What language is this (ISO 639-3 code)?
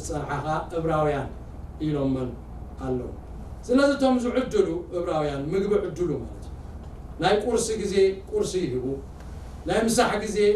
tir